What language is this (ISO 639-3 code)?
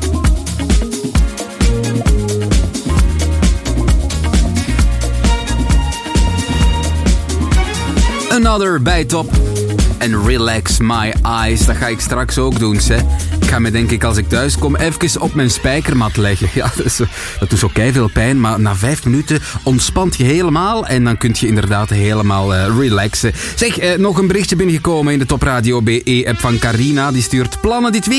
nld